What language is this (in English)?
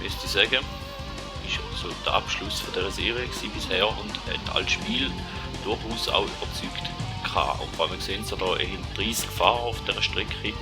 Swiss German